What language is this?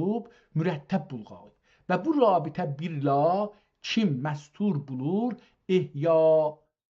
South Azerbaijani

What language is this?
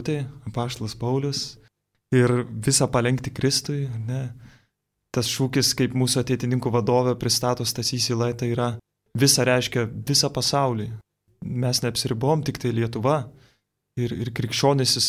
Lithuanian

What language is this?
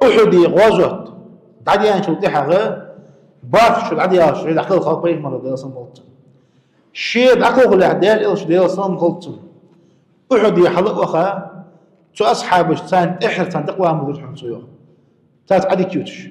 Ingush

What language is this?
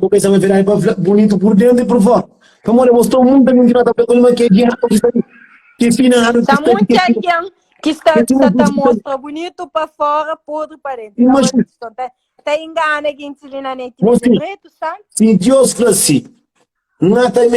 Kabuverdianu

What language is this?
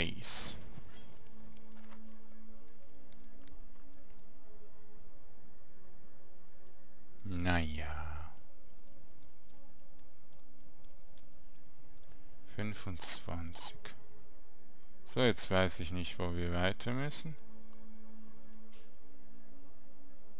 German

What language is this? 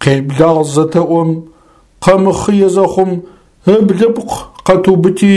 Adyghe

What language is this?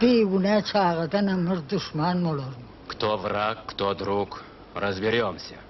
Turkmen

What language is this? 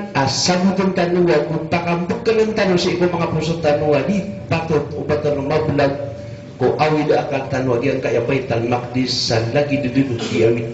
Maranao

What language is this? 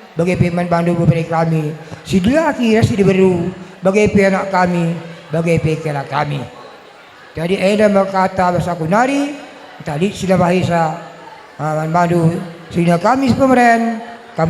Batak Karo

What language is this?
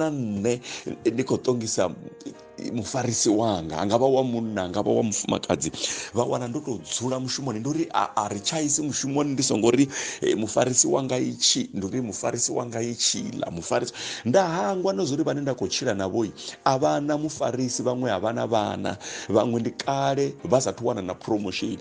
Venda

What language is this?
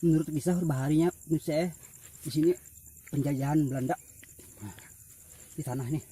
Banjar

